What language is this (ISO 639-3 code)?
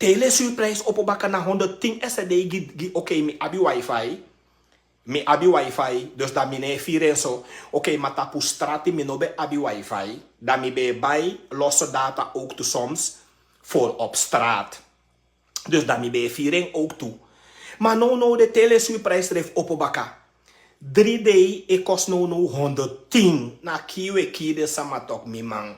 srn